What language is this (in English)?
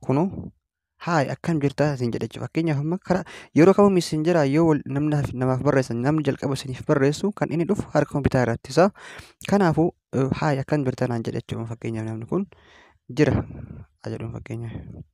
Oromo